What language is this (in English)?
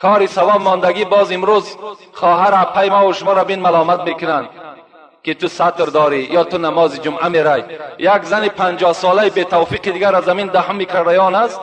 Tajik